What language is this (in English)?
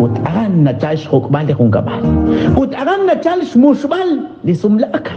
Kekchí